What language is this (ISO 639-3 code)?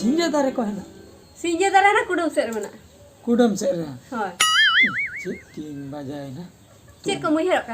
sat